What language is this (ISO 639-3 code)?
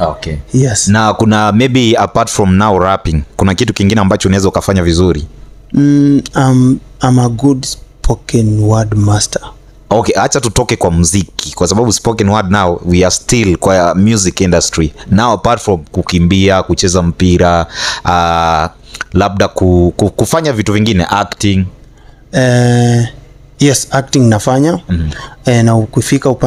swa